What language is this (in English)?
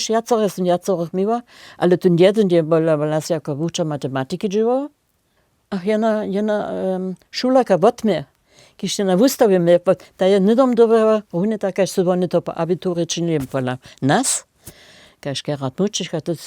Upper Sorbian